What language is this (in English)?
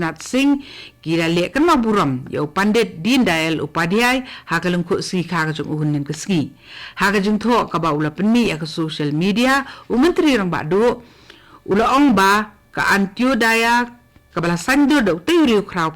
Khasi